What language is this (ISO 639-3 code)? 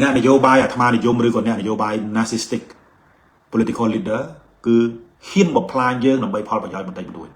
khm